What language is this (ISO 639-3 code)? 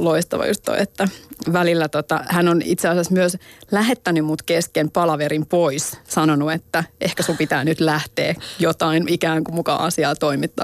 fin